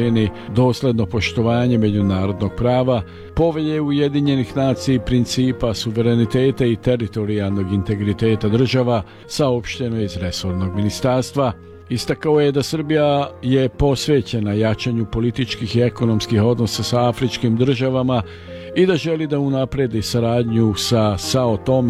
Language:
Serbian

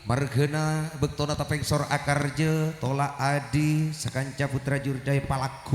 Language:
Madurese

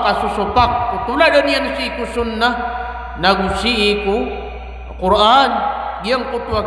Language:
Maranao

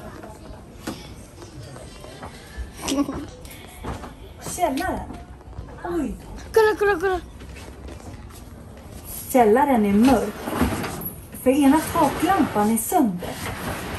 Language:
Swedish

